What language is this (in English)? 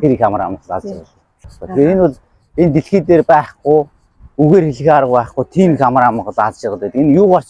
Mongolian